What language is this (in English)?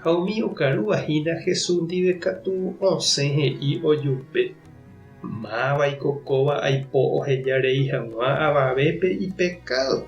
Guarani